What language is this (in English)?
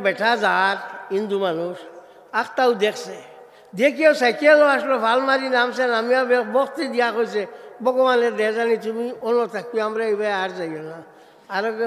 Sylheti